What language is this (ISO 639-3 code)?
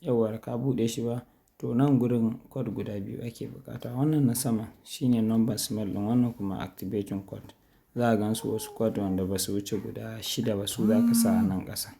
hau